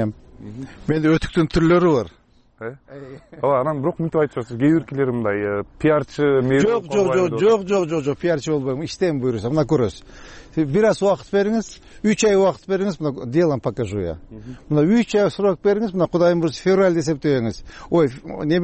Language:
Kyrgyz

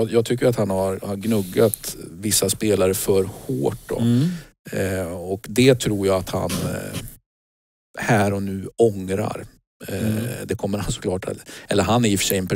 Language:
Swedish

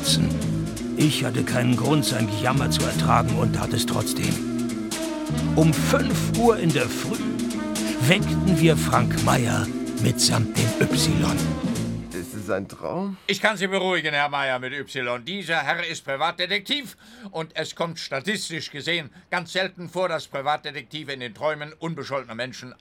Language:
German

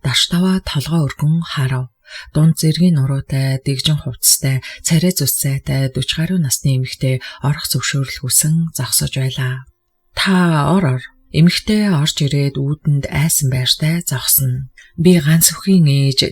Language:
Mongolian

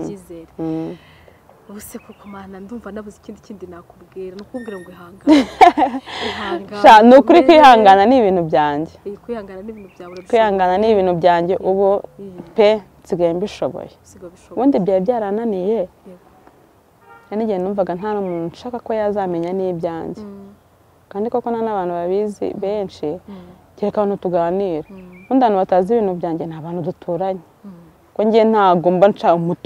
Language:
Kinyarwanda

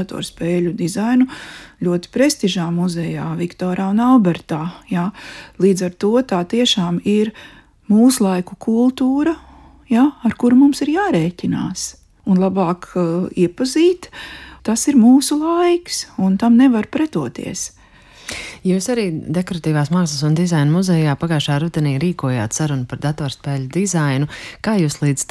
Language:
Latvian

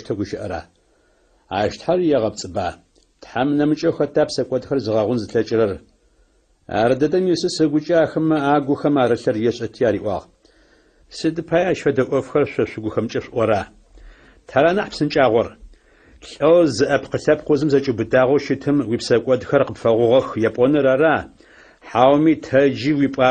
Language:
Adyghe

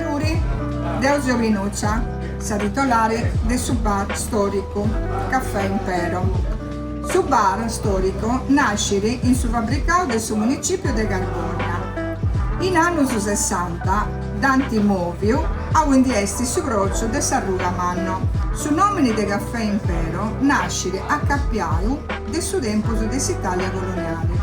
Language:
Sardinian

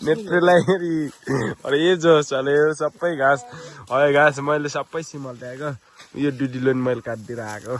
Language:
Nepali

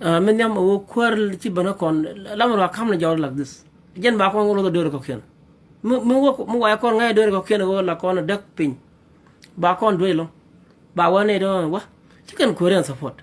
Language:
Nuer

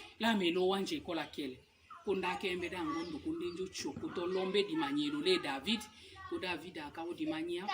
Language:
Tetela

